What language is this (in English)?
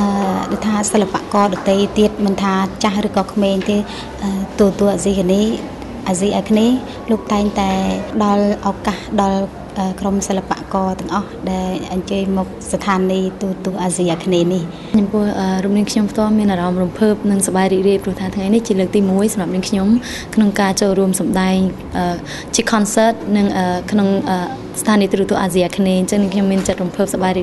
Khmer